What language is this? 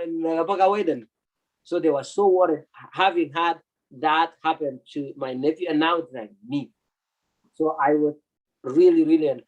Kalenjin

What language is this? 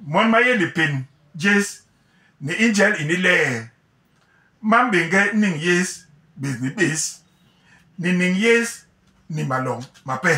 Basaa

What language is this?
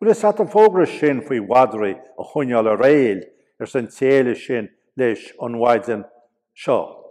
Irish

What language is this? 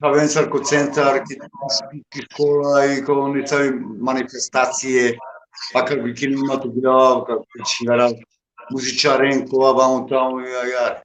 Balkan Romani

